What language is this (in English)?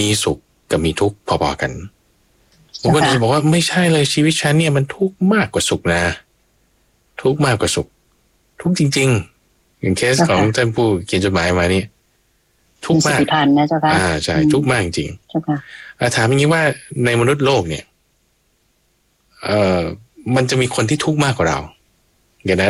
Thai